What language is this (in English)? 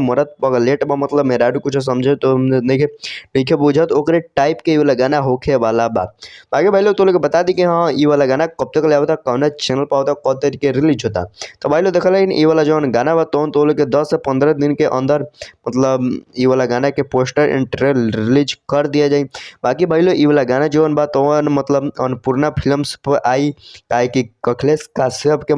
Bhojpuri